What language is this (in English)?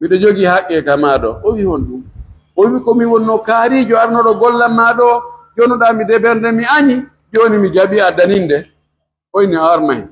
Pular